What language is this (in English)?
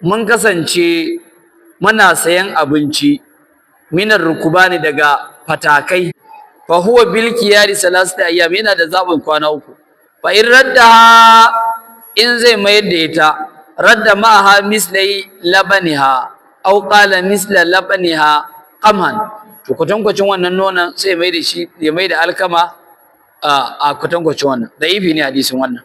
Hausa